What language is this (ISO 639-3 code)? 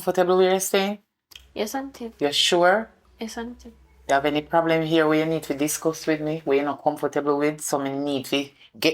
jam